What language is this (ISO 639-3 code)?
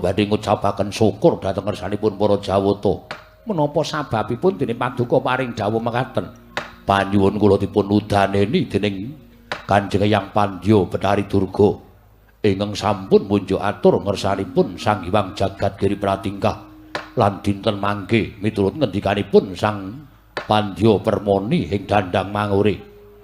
jav